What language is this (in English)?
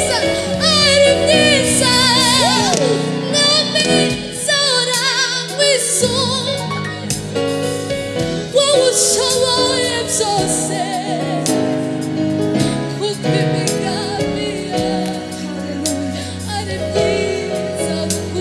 Kinyarwanda